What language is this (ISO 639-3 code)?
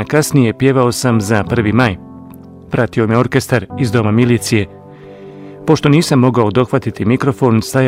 bos